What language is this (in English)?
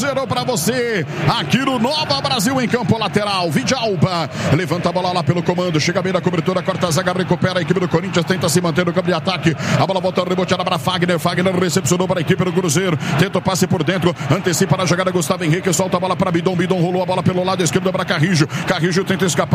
Portuguese